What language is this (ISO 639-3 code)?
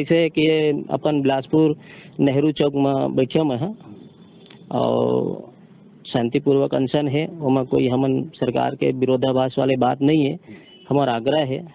hne